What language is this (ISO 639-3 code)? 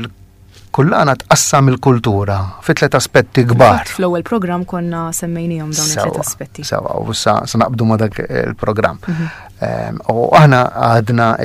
mlt